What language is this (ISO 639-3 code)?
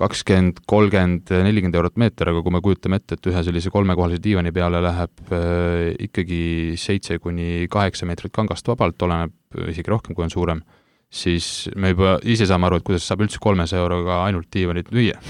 est